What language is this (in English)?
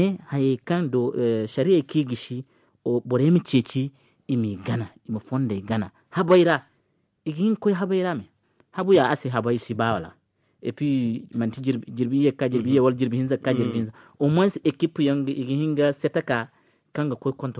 Zarma